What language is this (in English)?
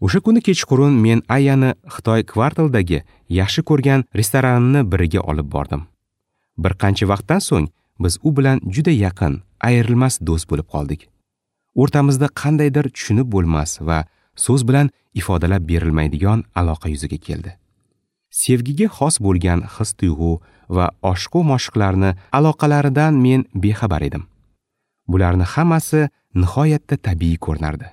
Uzbek